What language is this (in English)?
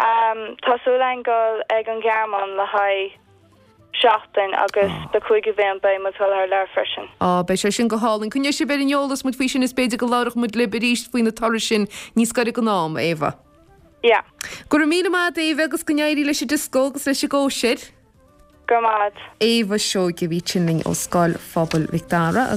Irish